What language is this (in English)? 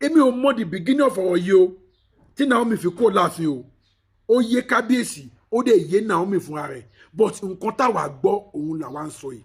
Yoruba